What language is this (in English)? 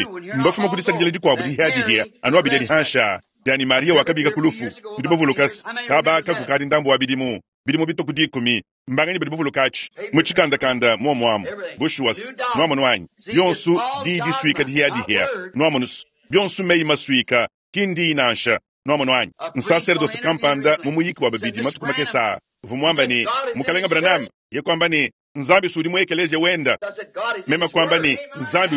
Luba-Lulua